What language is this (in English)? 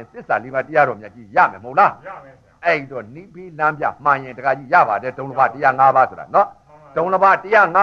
Burmese